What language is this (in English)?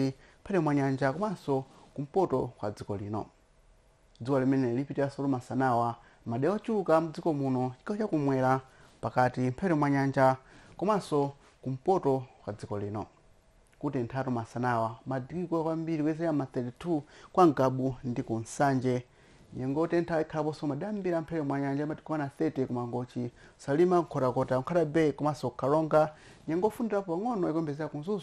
Nyanja